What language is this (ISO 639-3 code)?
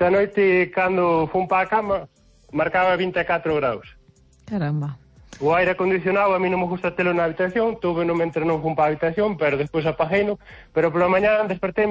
glg